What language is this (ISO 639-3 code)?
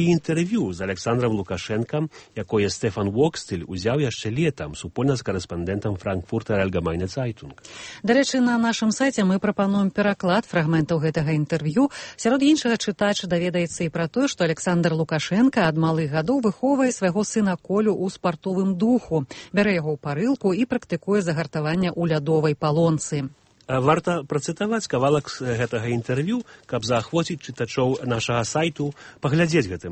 bel